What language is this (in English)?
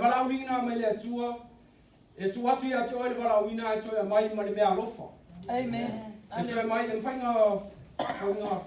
Samoan